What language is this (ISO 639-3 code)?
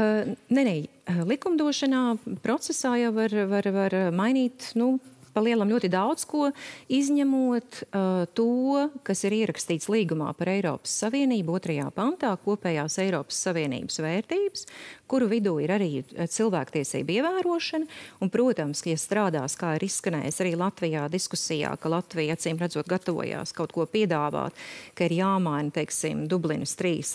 lav